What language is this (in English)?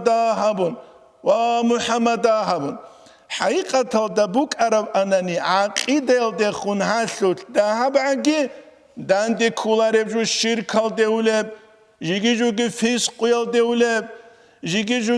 Avaric